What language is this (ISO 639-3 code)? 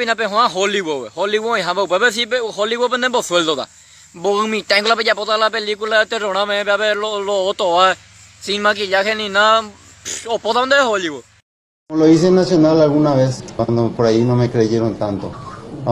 grn